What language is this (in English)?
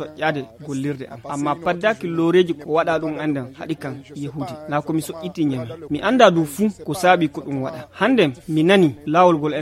Fula